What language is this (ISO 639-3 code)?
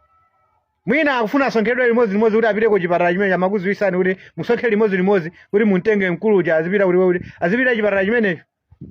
nya